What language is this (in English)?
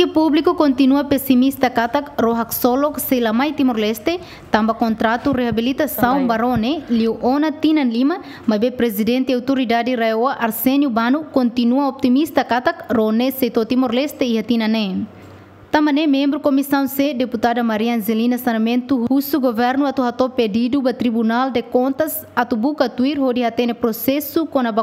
Tetum